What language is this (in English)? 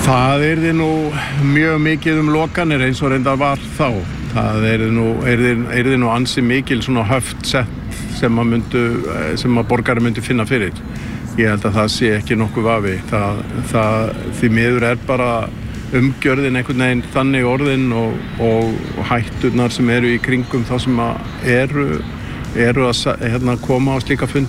Icelandic